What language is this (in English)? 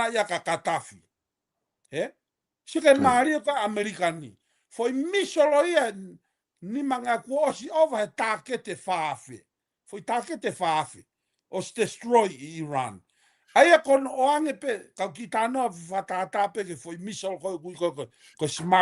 Tongan